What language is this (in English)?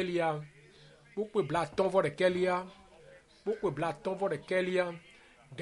Ewe